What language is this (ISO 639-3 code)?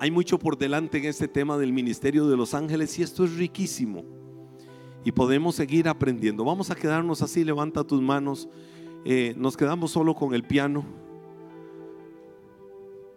spa